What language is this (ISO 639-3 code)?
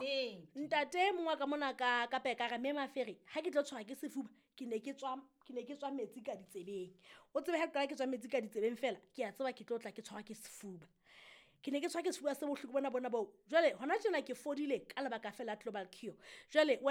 sot